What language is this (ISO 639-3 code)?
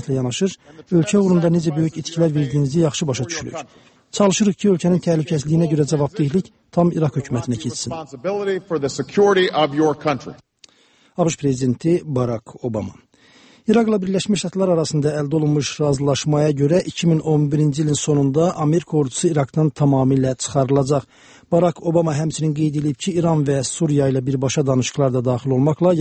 aze